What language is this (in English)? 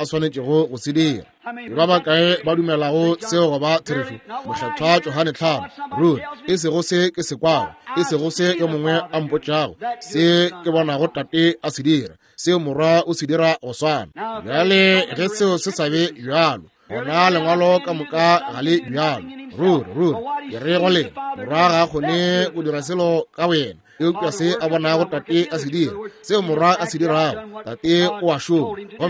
Northern Sotho